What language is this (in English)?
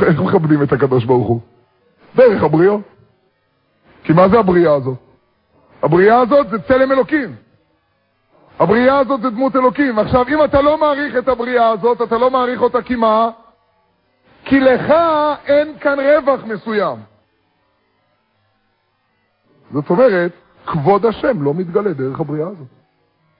Hebrew